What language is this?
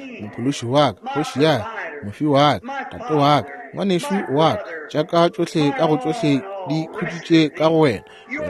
Northern Sotho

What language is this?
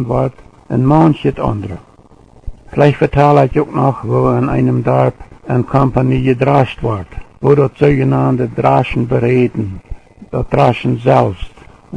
Plautdietsch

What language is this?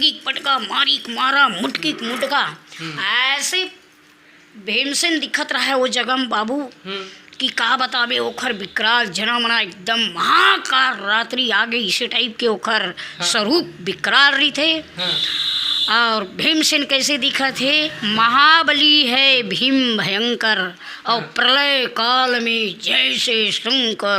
Chhattisgarhi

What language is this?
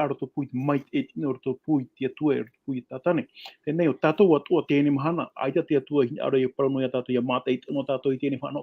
Tahitian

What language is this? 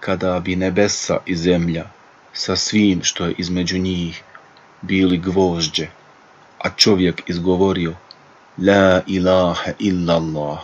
Bosnian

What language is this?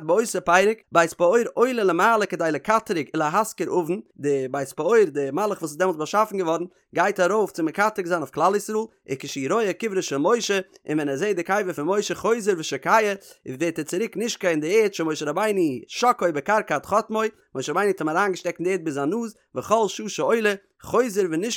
Yiddish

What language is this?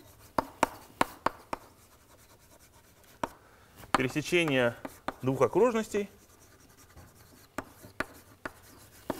Russian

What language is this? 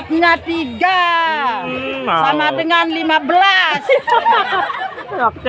Sasak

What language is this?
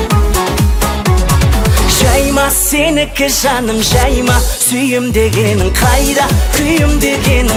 Kazakh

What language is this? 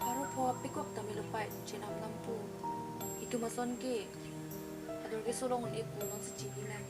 Karbi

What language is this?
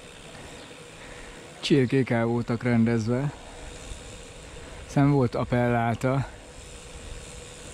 Hungarian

